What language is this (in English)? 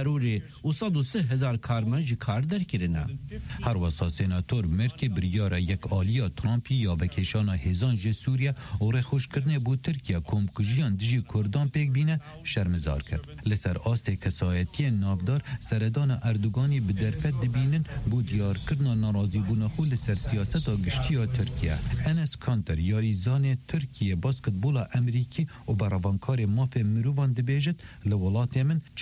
Kurdish